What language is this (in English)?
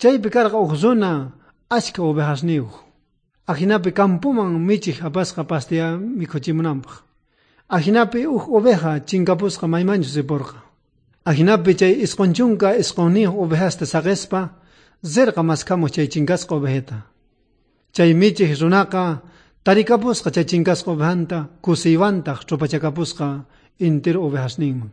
South Bolivian Quechua